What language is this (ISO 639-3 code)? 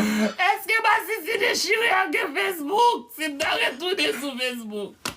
hat